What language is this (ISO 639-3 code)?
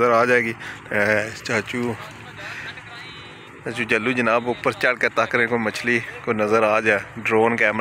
hin